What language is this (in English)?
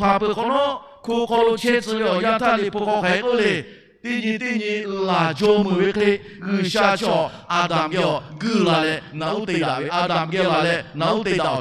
Lahu